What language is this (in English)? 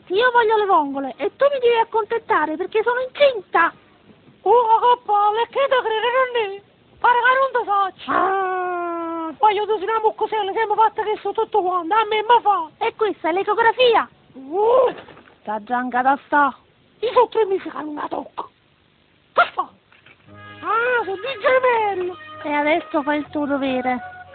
Neapolitan